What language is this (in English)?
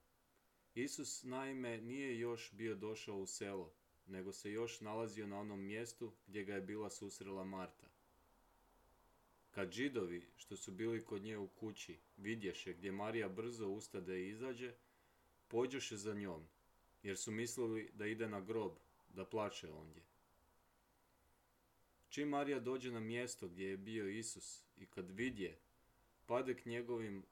Croatian